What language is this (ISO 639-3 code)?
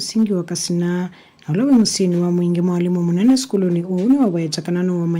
kam